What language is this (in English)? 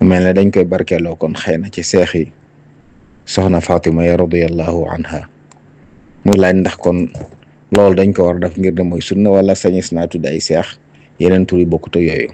Wolof